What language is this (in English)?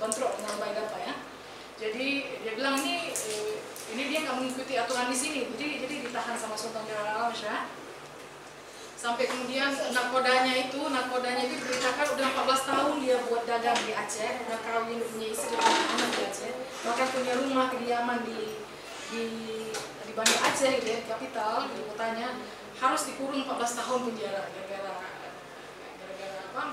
Indonesian